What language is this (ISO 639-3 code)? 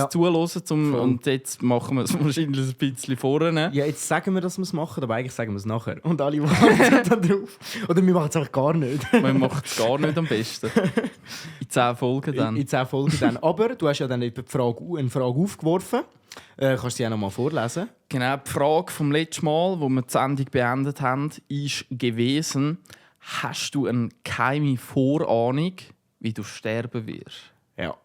gsw